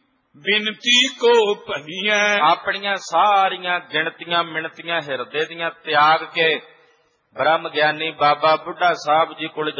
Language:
Punjabi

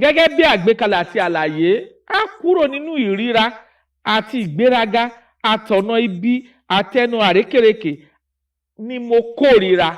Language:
Yoruba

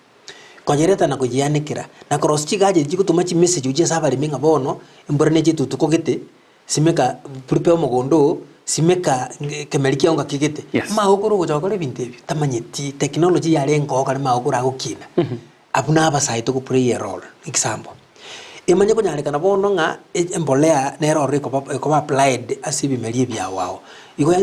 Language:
Gusii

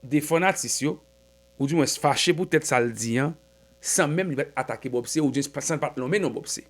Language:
Haitian Creole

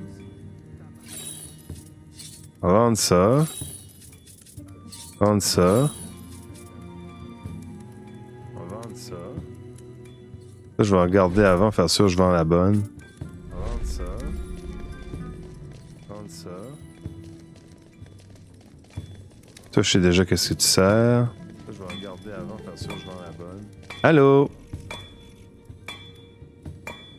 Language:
French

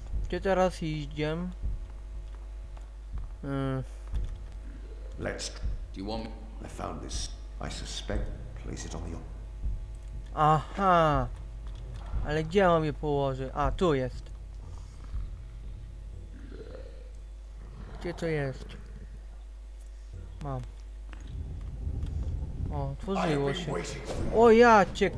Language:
Polish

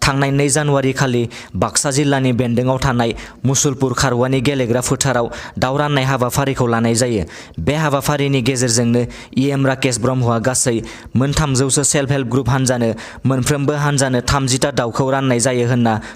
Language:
Bodo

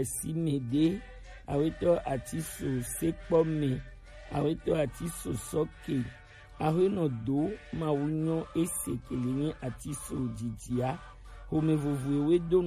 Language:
Gen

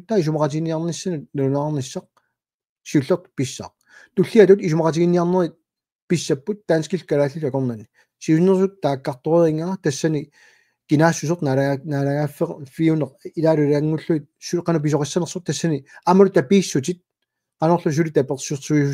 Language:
Kalaallisut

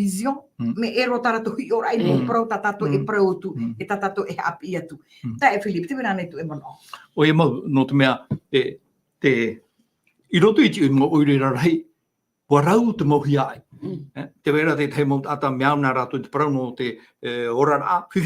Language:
Tahitian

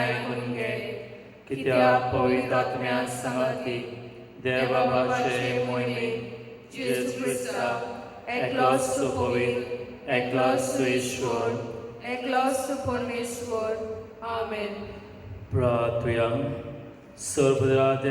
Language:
Konkani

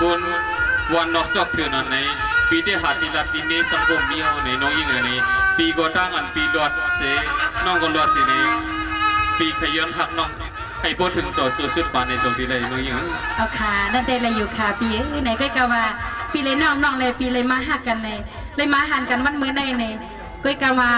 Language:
Shan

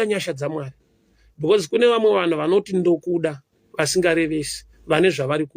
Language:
Shona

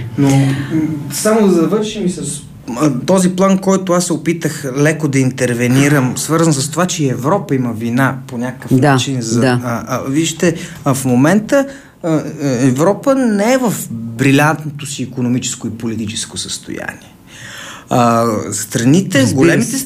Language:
Bulgarian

